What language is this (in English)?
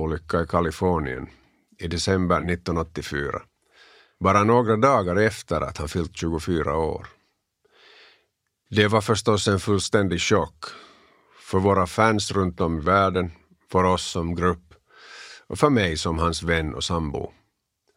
Swedish